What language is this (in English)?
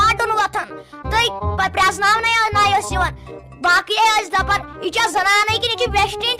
Kashmiri